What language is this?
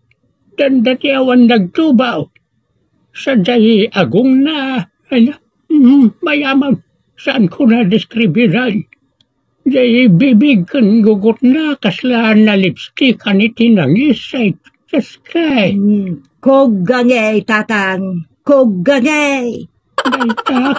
Iloko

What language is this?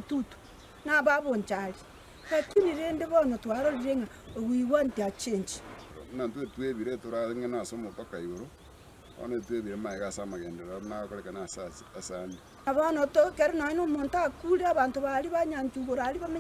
Gusii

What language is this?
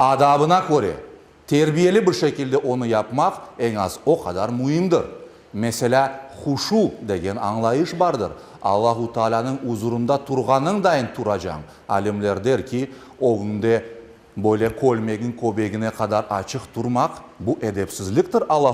Crimean Tatar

